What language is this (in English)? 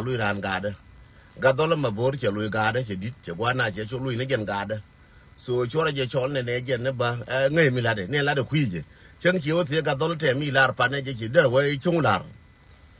Nuer